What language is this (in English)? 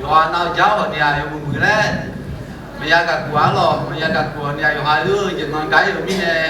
Akha